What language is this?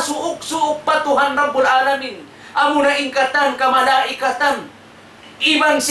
Tausug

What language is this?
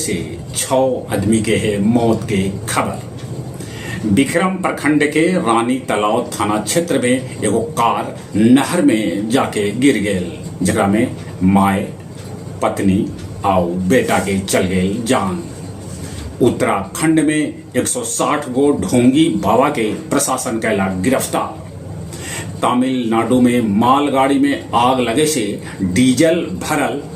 Magahi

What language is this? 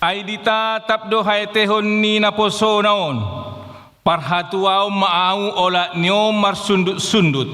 Batak Toba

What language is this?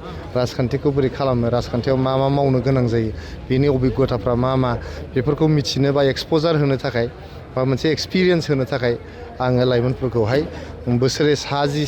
Bodo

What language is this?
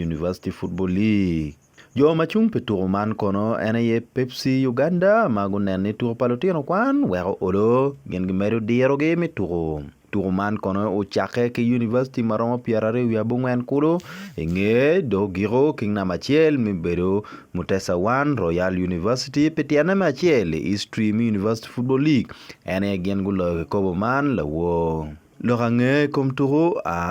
Acoli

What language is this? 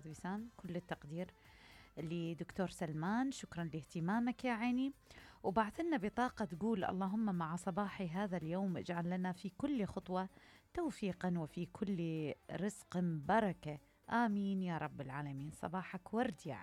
Mesopotamian Arabic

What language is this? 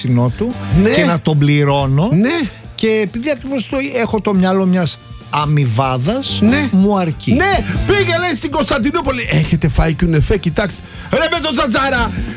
Greek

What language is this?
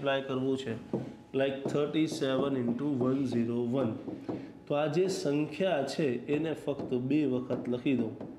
Gujarati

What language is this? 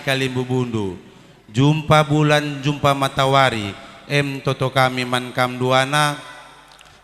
Batak Karo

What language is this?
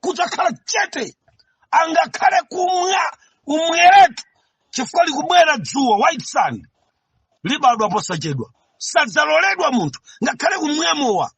Nyanja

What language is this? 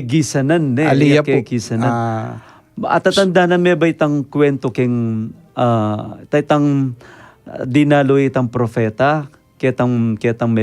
Pampanga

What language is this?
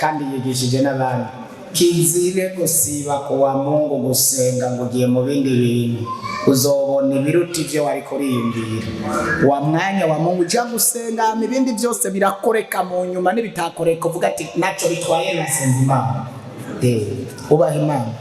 Rundi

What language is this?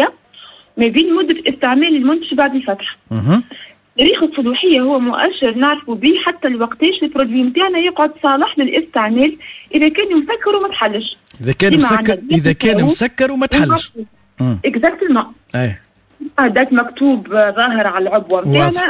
Tunisian Arabic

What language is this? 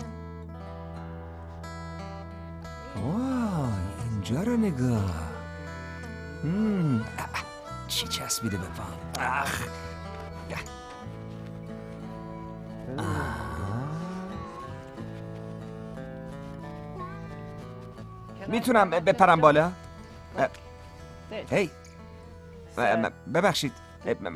Persian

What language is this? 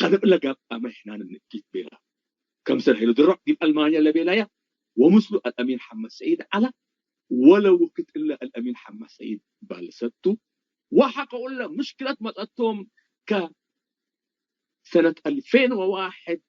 Tigre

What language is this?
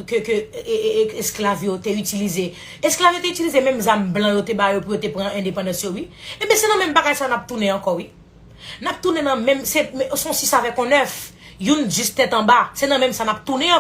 Haitian Creole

